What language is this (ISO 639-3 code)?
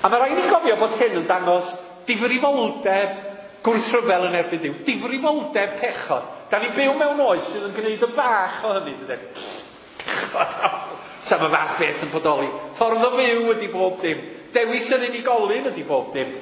cym